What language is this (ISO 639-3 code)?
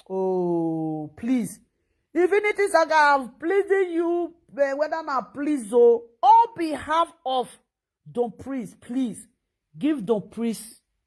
pcm